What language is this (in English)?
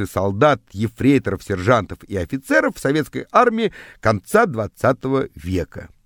Russian